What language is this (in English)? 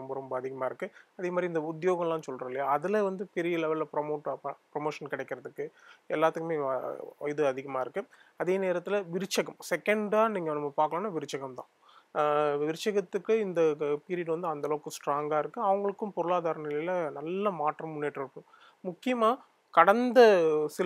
Tamil